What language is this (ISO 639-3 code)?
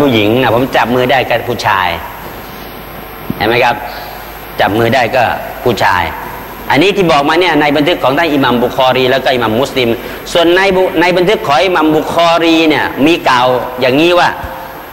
tha